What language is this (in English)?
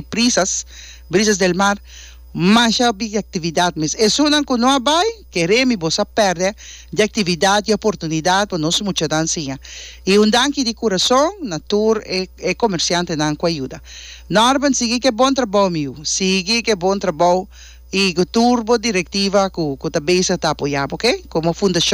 Papiamento